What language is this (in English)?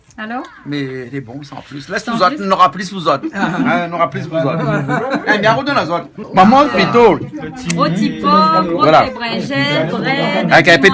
Réunion Creole French